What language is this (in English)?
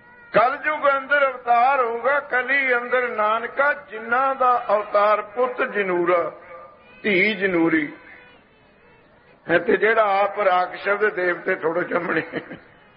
Punjabi